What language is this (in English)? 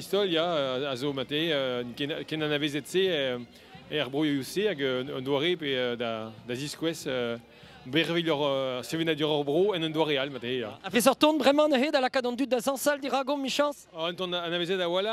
Breton